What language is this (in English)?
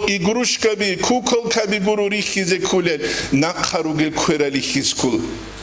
Avaric